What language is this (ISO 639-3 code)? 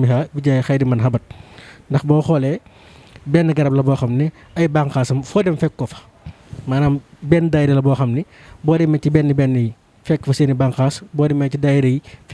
wol